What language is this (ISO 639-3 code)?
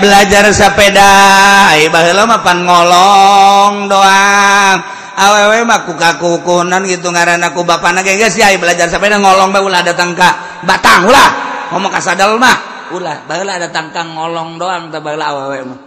sun